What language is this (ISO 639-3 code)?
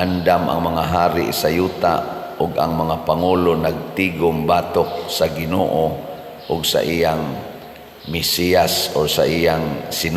ceb